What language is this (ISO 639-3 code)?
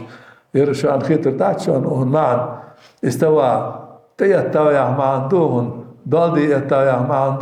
inh